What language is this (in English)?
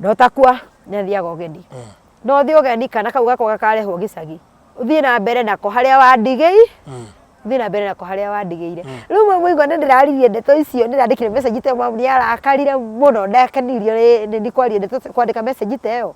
Kikuyu